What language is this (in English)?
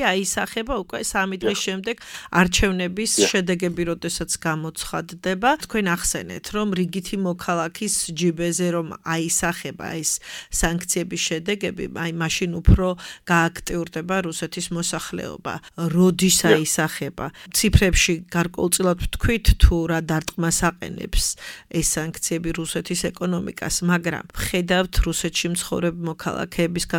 Georgian